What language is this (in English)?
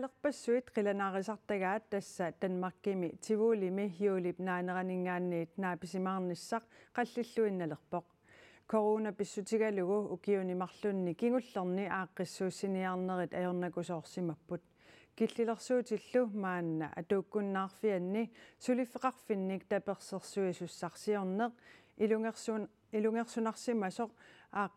Kalaallisut